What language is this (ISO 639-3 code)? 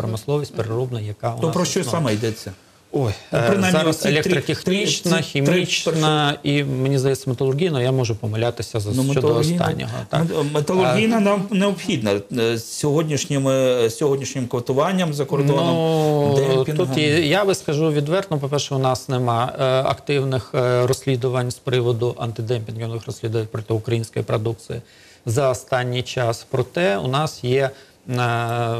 ukr